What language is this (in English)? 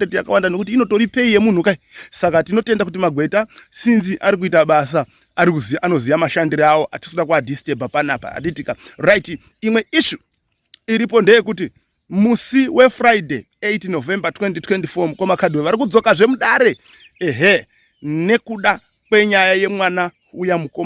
Shona